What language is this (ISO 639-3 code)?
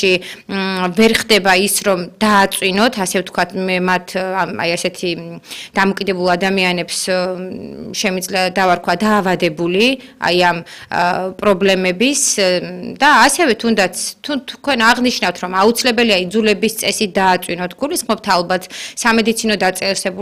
kat